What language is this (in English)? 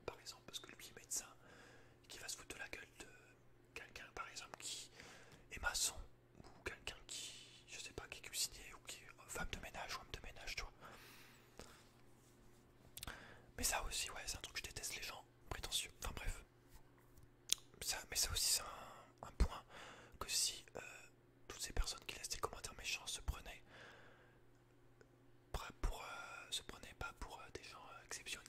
French